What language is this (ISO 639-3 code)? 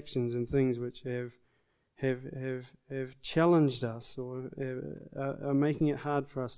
eng